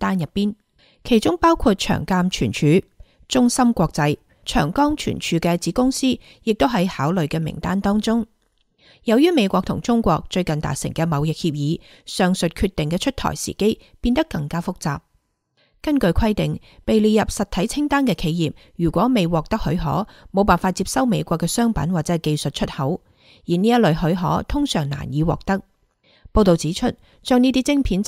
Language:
Cantonese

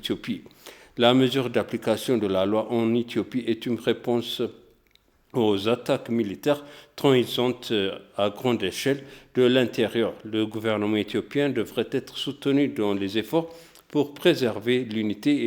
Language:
French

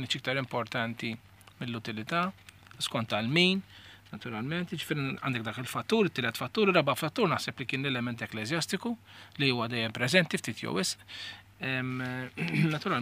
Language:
Maltese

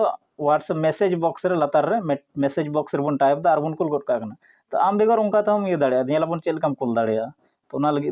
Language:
Santali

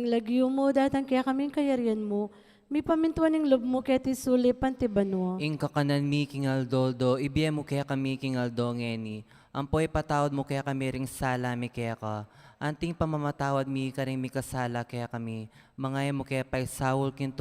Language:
Pampanga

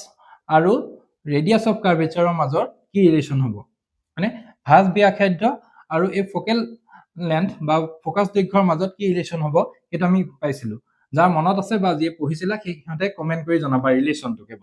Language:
Assamese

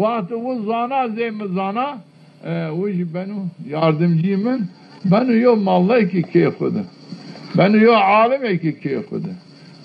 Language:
Zaza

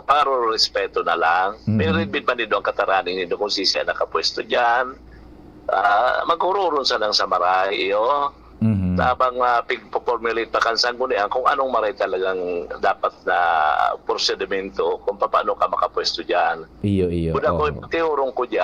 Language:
Bikol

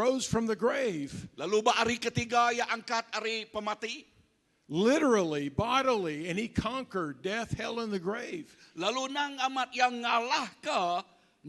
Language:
Iban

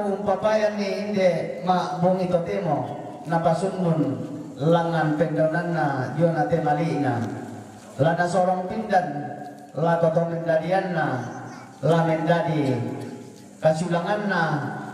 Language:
Toraja-Sa'dan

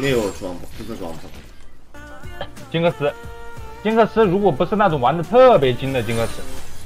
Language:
Chinese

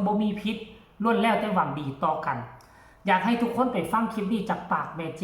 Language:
Northeastern Thai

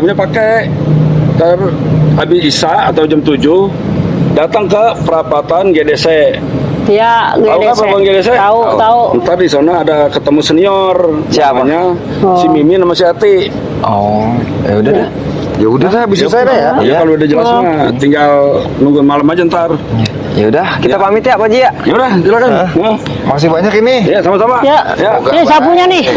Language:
Betawi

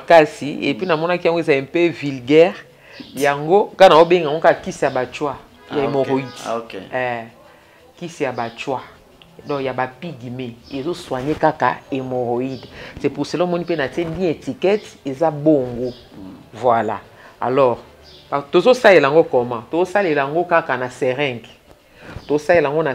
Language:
Lingala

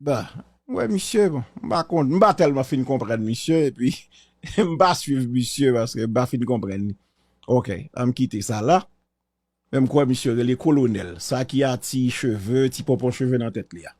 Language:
Haitian Creole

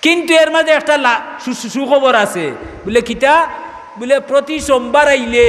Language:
Sylheti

